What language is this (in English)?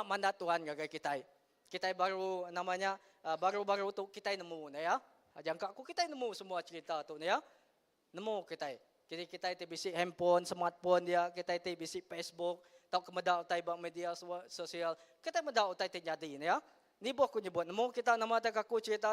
Iban